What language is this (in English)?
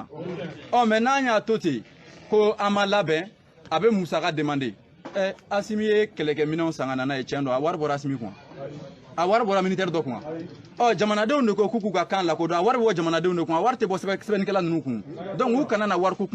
Bambara